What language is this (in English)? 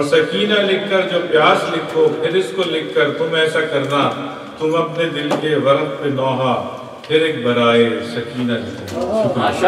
Urdu